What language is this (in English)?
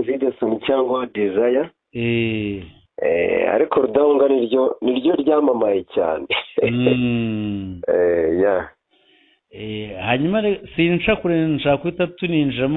Kinyarwanda